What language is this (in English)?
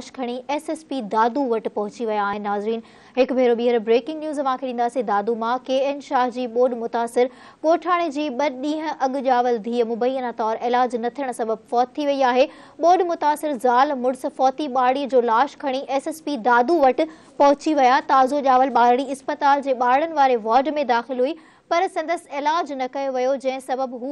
Sindhi